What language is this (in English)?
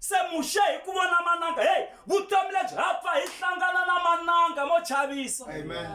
Tsonga